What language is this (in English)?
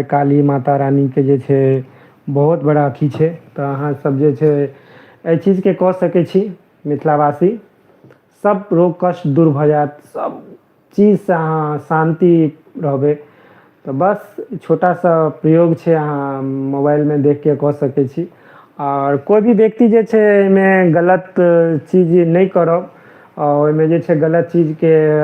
Maithili